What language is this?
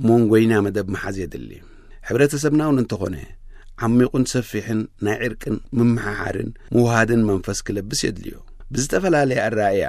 Tigrinya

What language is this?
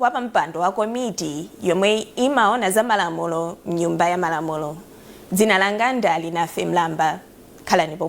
Nyanja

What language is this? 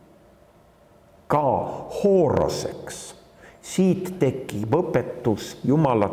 Estonian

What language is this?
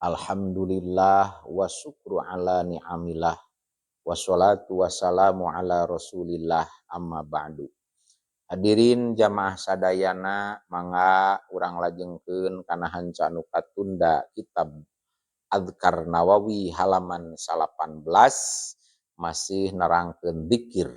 Sundanese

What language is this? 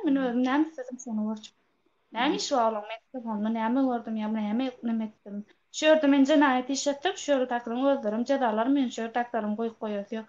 Turkmen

